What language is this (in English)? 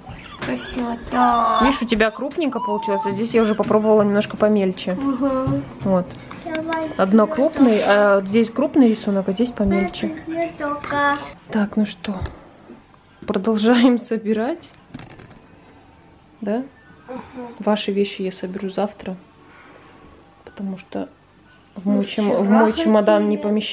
Russian